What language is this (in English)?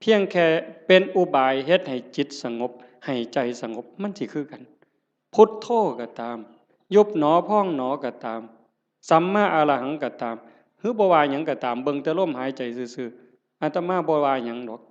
Northeastern Thai